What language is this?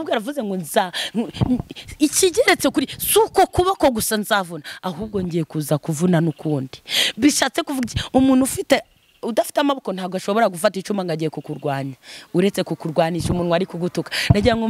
Kinyarwanda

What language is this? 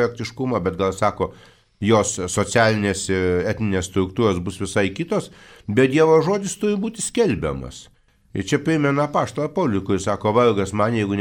Lithuanian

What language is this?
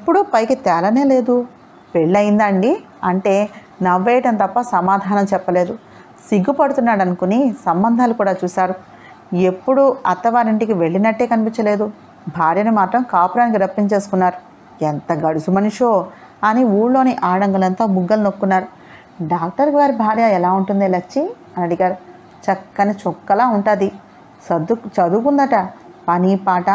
Telugu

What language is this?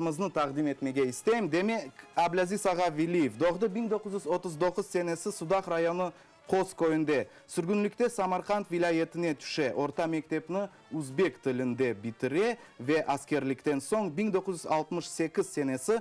Crimean Tatar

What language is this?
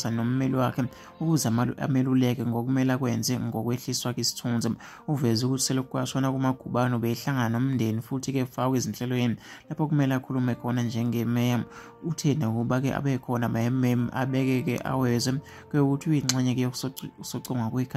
Zulu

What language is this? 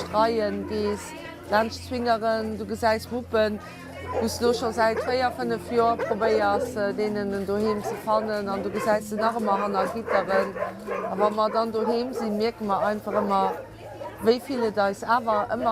Luxembourgish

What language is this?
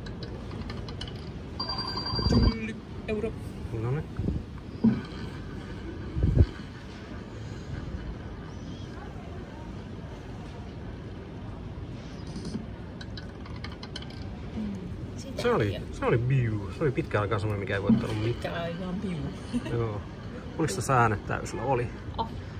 Finnish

